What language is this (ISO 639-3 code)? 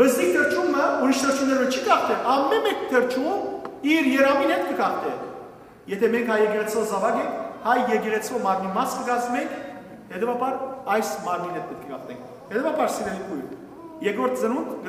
hyw